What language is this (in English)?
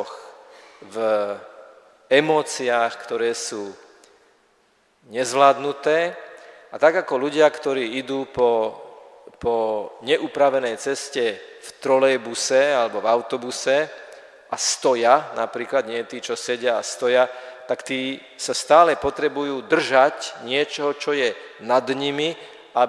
Slovak